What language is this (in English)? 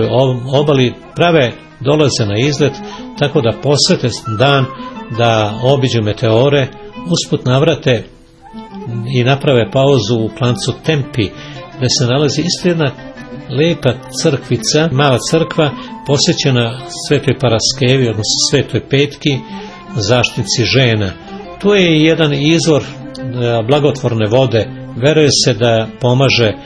Serbian